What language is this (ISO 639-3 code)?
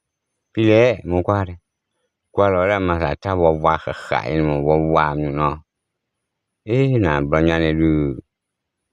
ksw